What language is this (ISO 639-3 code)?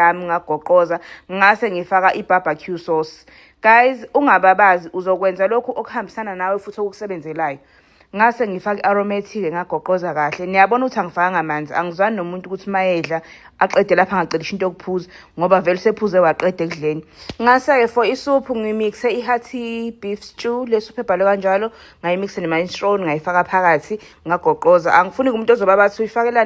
zul